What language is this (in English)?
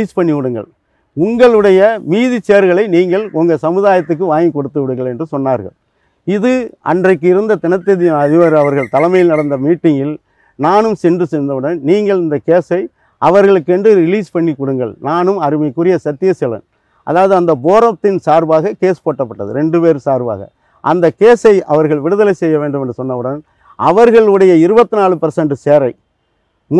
Tamil